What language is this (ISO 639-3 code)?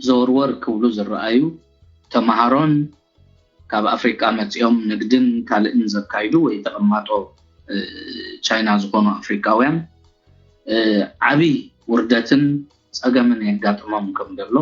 tir